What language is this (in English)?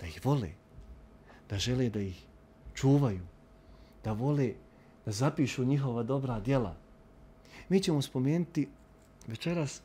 Bosnian